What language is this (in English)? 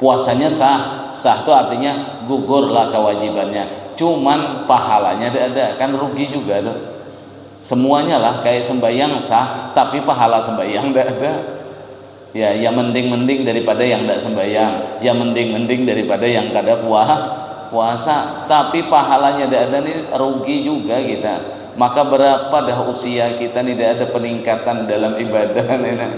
Banjar